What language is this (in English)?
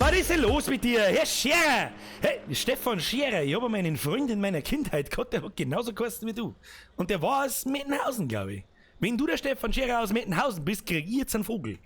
Bavarian